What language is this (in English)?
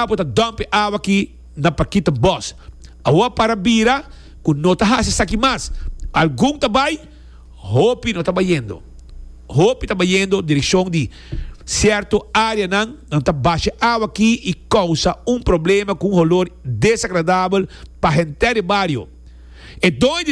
Papiamento